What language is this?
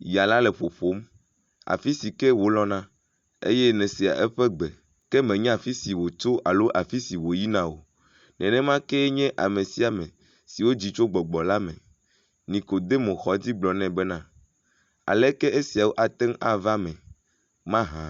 Ewe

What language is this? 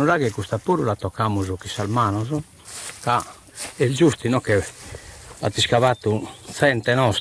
Sardinian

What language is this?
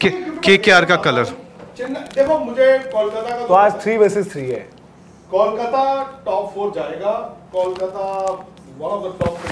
Hindi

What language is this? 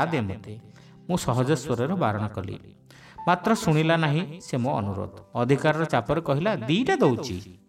Odia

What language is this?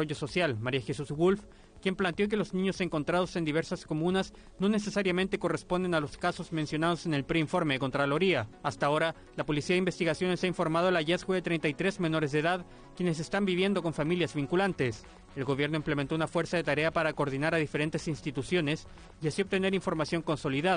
Spanish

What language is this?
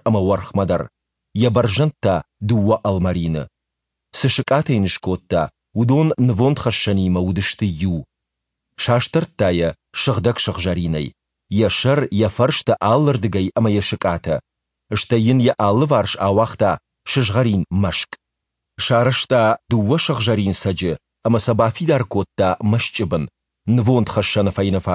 Ossetic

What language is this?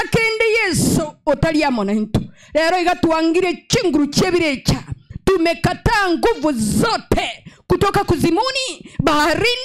Gusii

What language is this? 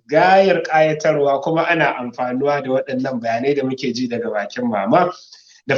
Hausa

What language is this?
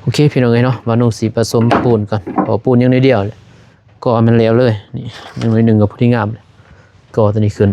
Lao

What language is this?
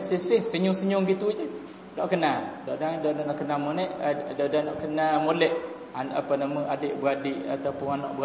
Malay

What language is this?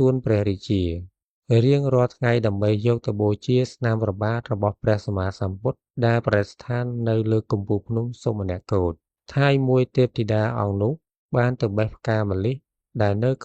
Khmer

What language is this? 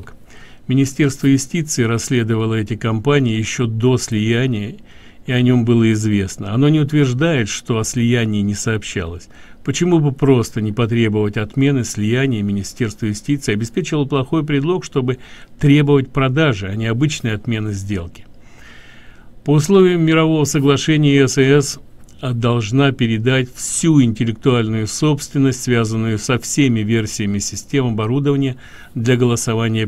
Russian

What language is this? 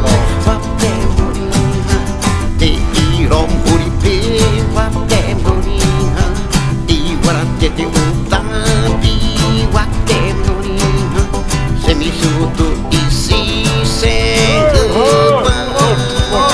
Xavánte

